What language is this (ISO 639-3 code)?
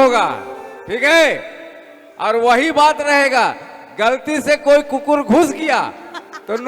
sck